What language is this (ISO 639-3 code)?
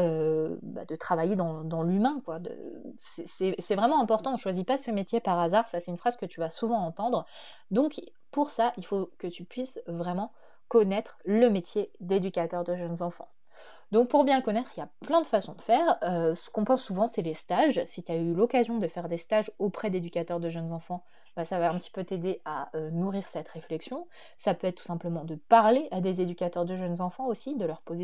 fra